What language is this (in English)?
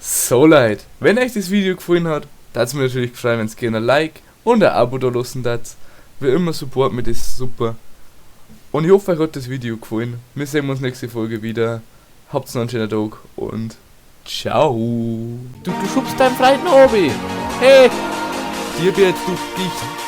Bavarian